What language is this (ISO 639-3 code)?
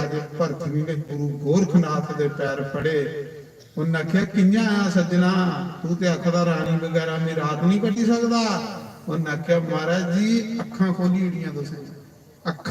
doi